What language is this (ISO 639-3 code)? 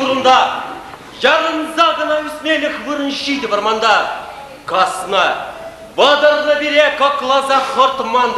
chv